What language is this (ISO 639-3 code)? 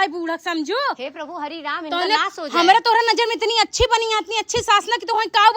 awa